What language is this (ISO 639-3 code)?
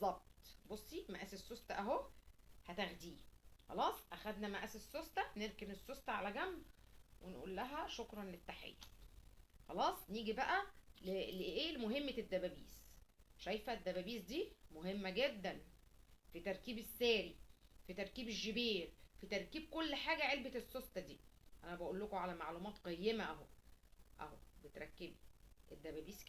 arz